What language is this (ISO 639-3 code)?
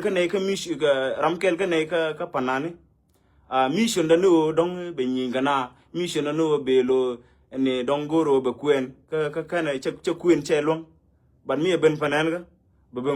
nus